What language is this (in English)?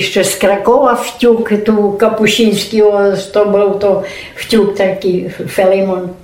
Rusyn